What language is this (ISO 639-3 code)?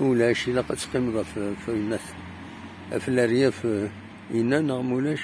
kab